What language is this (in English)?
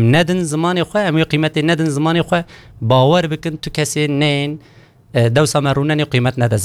Kurdish